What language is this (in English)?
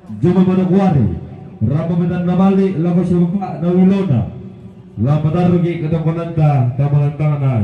Toraja-Sa'dan